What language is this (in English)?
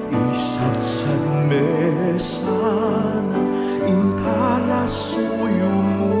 Pampanga